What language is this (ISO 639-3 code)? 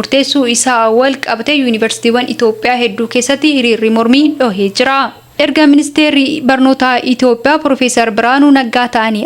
orm